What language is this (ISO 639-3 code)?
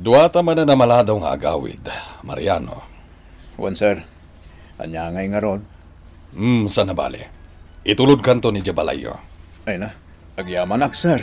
ilo